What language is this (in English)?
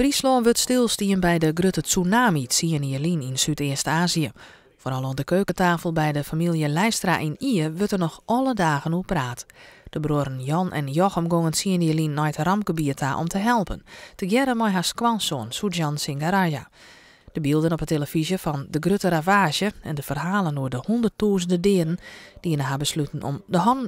Western Frisian